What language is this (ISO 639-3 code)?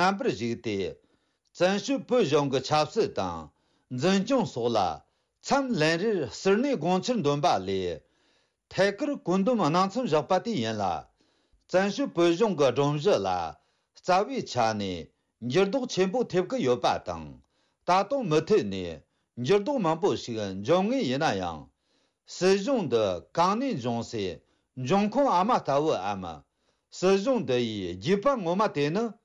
bod